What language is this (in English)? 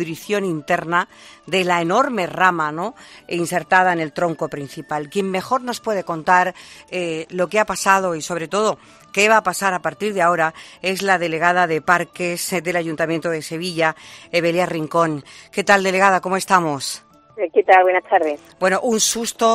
Spanish